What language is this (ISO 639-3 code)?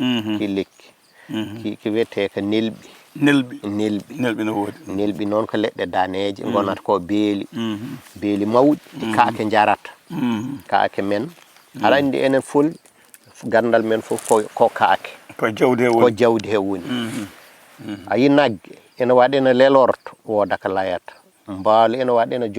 ful